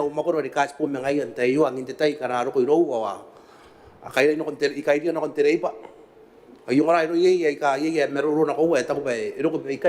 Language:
Gilbertese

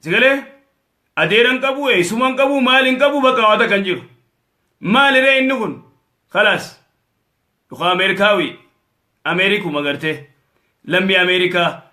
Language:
Oromo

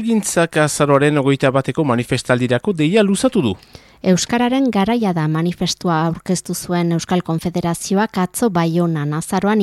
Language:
Basque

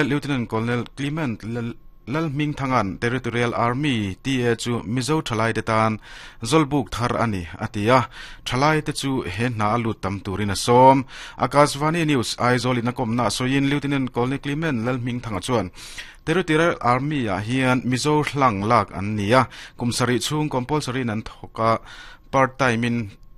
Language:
Mizo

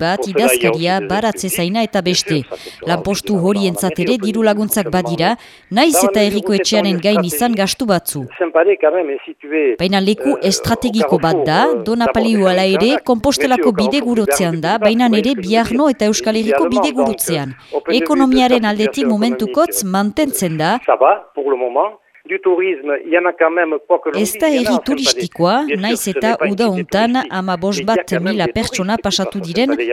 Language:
Basque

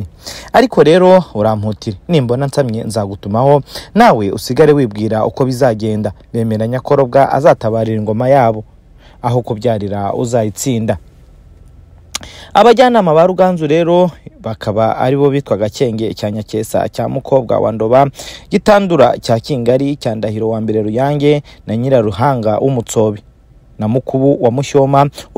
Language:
Kinyarwanda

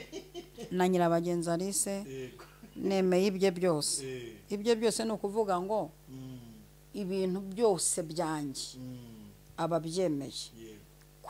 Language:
Kinyarwanda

